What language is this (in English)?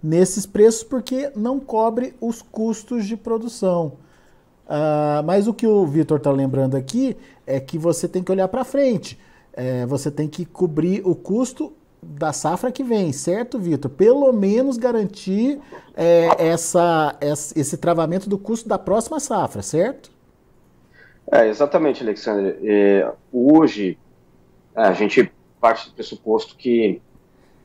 Portuguese